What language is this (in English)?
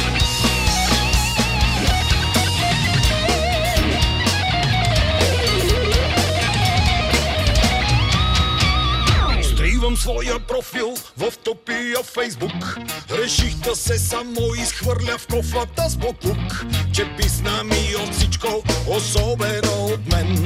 Bulgarian